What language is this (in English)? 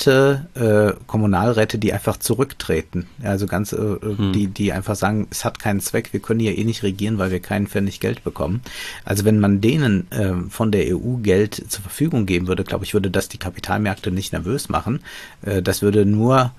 German